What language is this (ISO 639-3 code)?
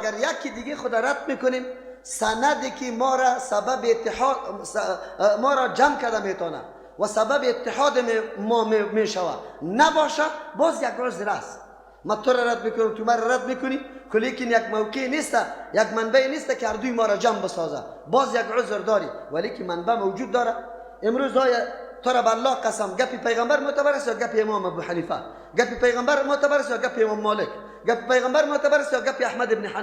fas